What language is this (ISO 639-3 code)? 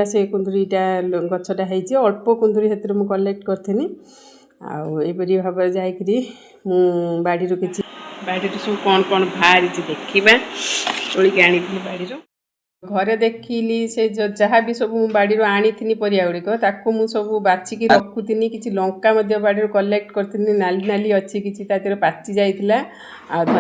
ori